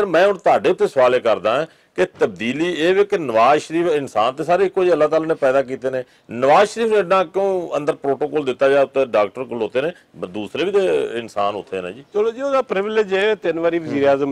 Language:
Western Panjabi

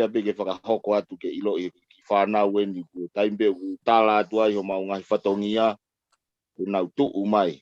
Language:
Tongan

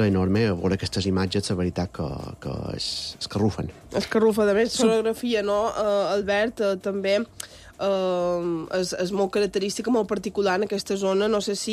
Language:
Catalan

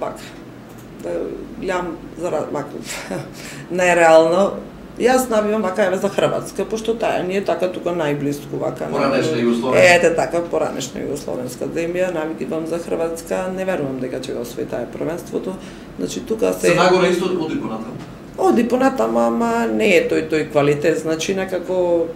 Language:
Macedonian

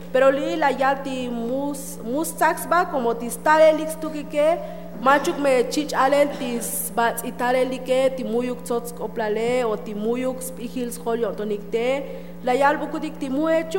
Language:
Tzotzil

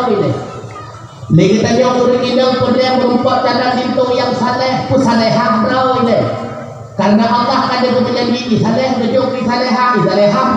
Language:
Achinese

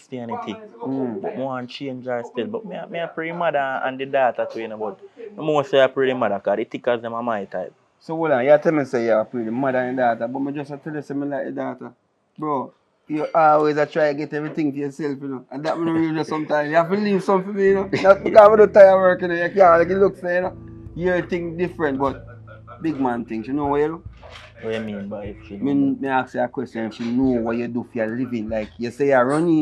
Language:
Jamaican Creole English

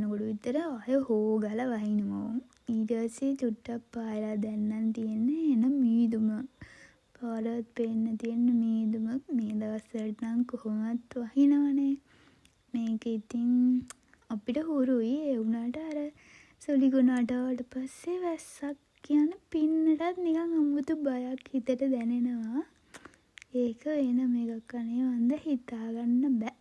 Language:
Sinhala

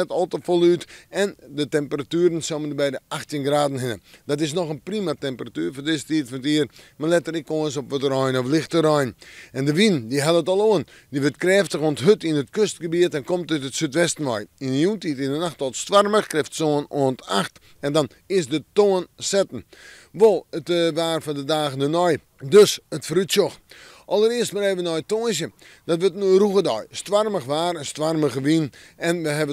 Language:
Western Frisian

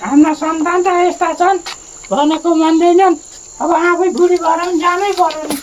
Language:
Nepali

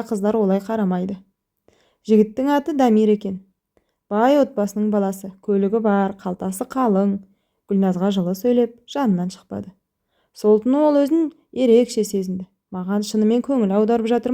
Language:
Kazakh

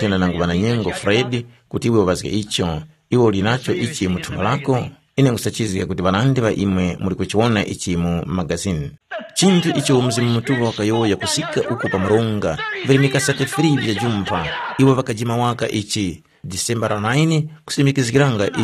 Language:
Tumbuka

